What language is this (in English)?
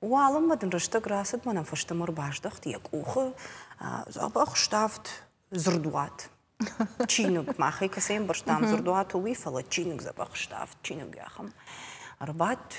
Ossetic